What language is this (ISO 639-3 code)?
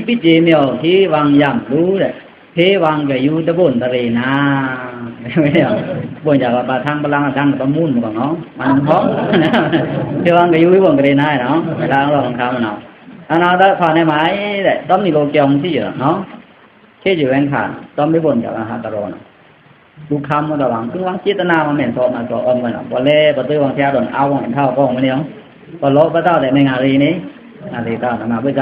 blk